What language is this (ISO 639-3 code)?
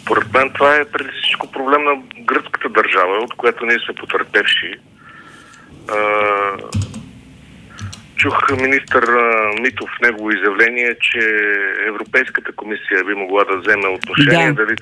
bul